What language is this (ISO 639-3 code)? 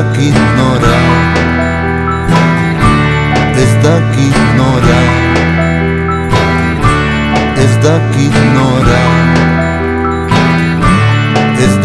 eus